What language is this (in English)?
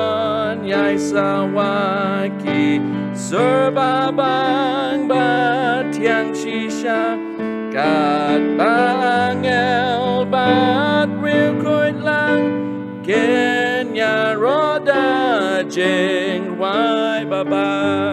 Khasi